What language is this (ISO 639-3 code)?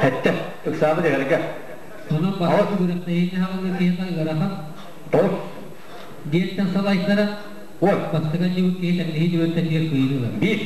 sah